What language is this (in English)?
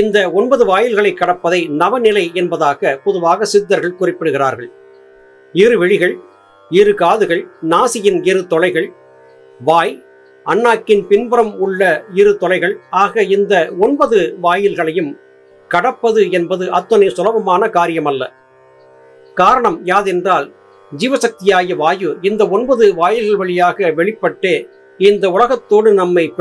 Tamil